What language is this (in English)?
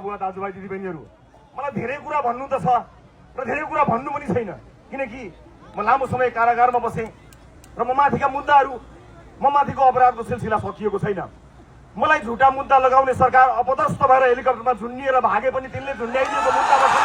Nepali